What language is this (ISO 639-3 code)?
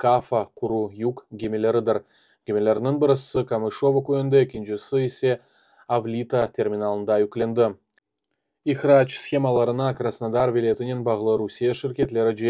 crh